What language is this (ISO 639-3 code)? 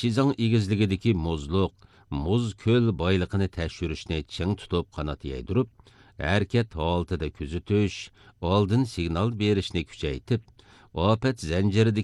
uig